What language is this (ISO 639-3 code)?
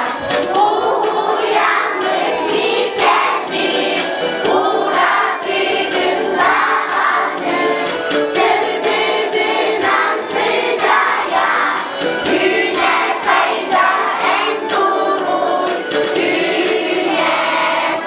sah